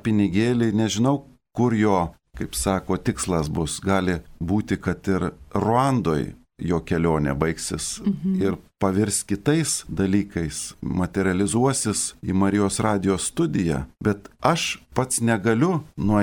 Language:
Lithuanian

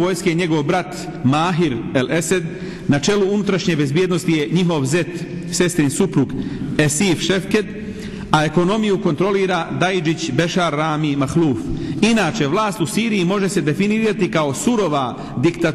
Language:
Bosnian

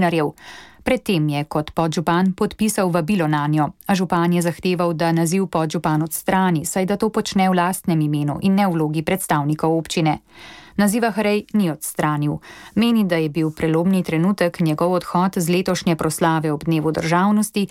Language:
Slovenian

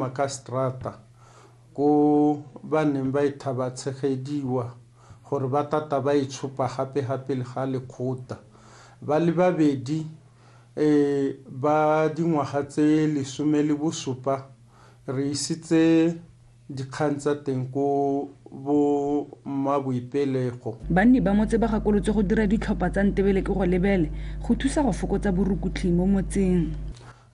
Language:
Tswana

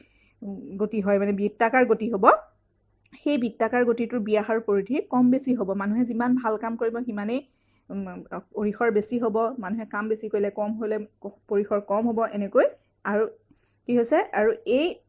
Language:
Assamese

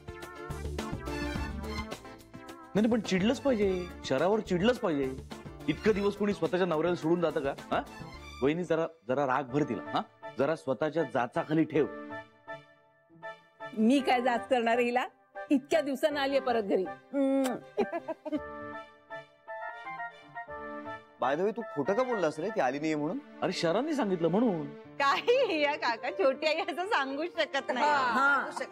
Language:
Marathi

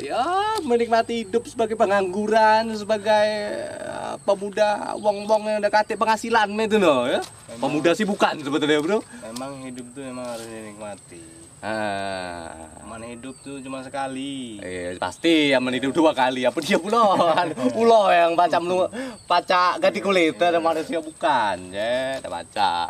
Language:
Musi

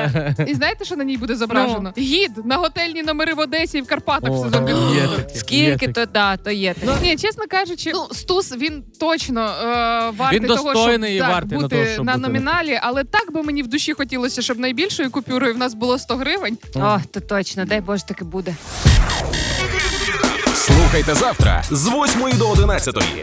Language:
Ukrainian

